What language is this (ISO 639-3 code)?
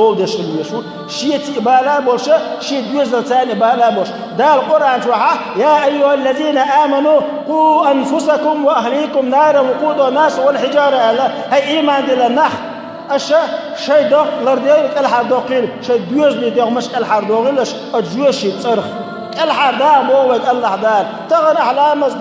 che